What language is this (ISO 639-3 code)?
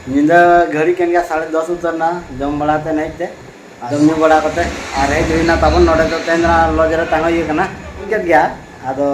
sat